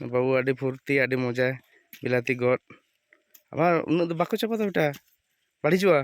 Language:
Santali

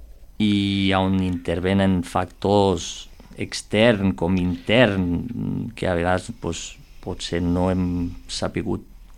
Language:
Catalan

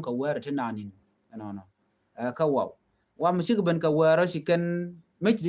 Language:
Nuer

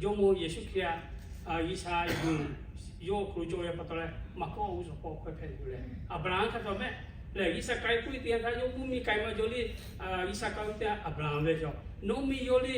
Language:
Lahu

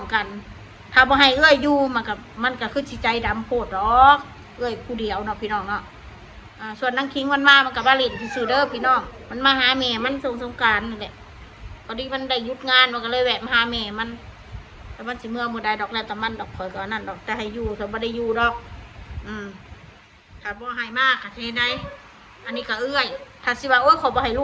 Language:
Northeastern Thai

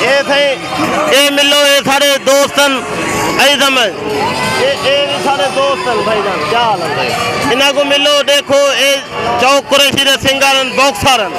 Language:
Saraiki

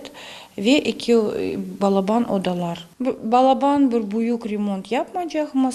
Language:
Crimean Tatar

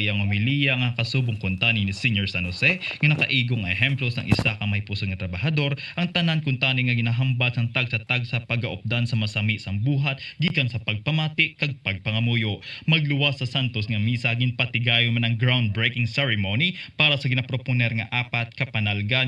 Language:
Hiligaynon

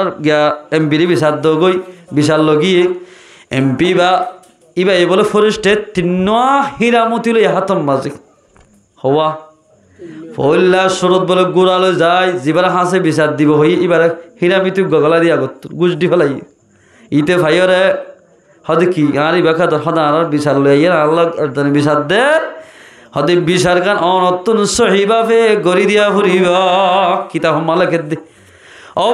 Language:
Rohingya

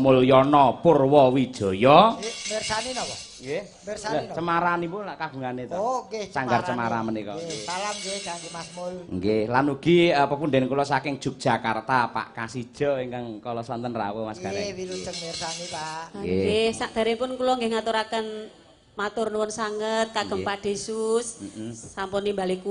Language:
Javanese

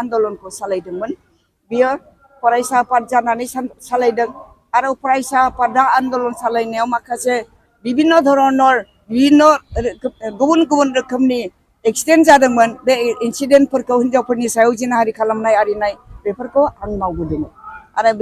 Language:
Bodo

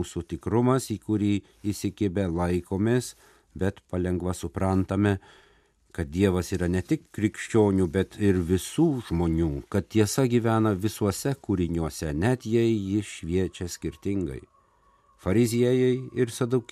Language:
Lithuanian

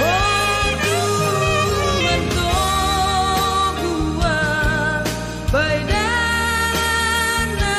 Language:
Batak Simalungun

